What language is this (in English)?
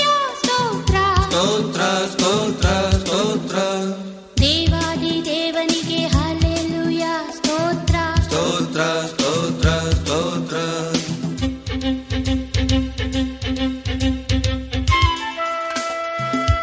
Kannada